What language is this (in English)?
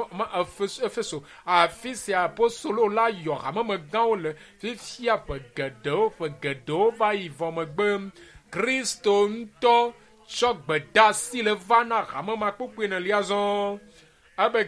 Ewe